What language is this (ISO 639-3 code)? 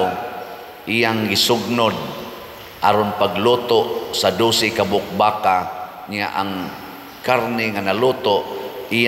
ceb